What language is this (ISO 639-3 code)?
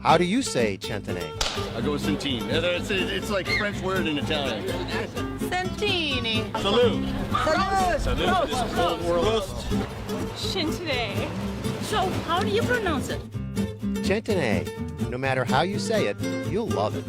pap